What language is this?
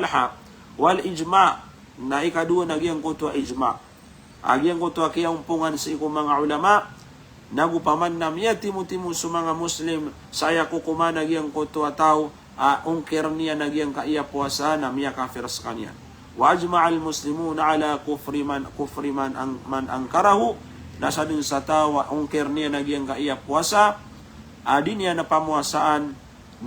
Maranao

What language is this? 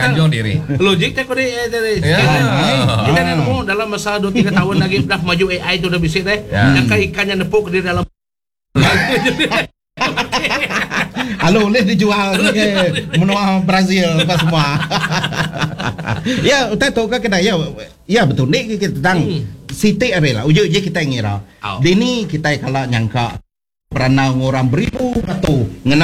Iban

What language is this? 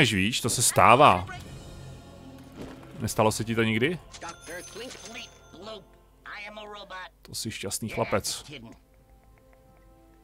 Czech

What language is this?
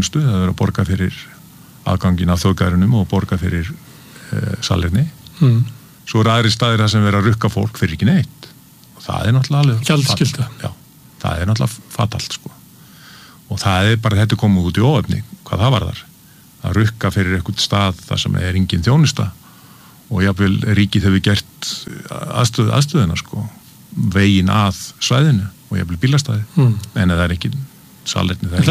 Icelandic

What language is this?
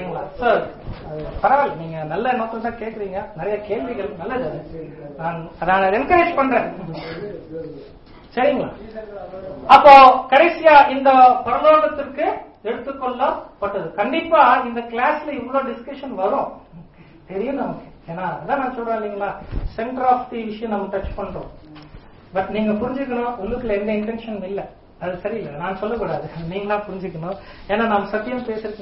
Tamil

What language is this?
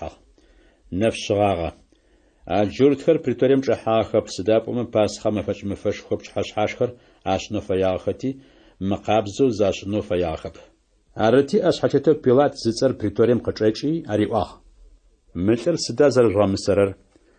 Adyghe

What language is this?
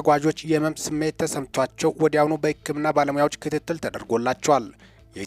Amharic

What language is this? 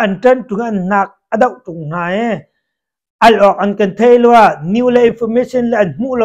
Hakha Chin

